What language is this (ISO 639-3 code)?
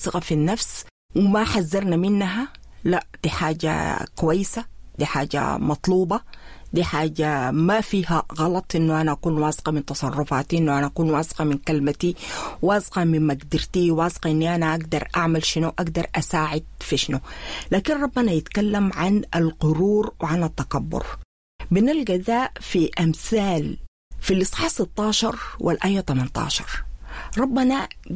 apd